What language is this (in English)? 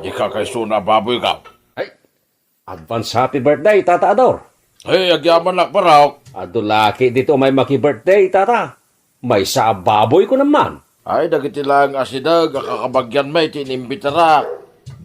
Iloko